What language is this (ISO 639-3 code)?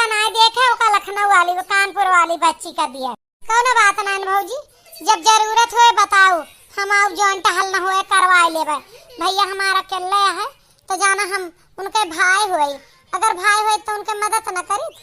awa